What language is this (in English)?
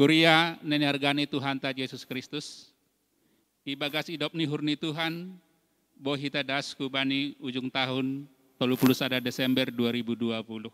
Batak Simalungun